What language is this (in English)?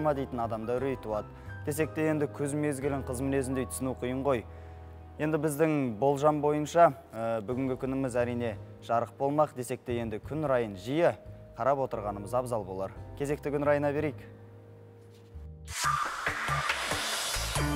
Kazakh